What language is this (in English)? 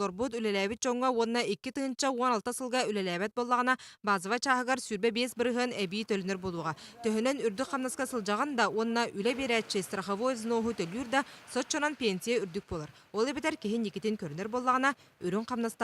Yakut